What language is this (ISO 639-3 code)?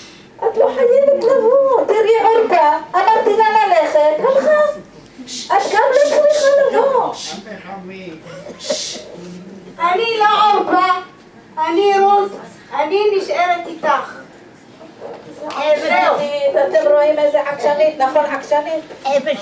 heb